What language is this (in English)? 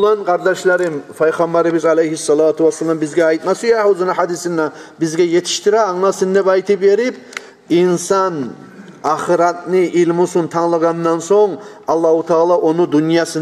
Kumyk